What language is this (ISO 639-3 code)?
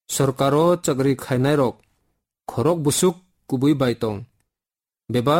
trp